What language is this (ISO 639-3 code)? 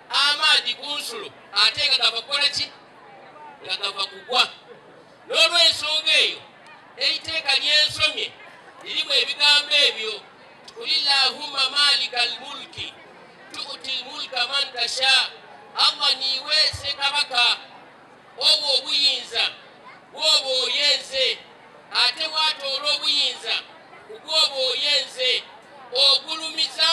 xog